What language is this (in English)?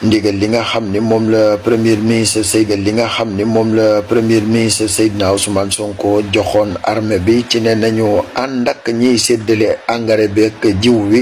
Wolof